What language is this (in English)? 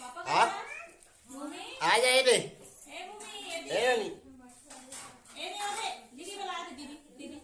Chhattisgarhi